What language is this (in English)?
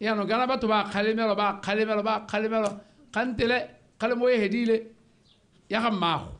Tswana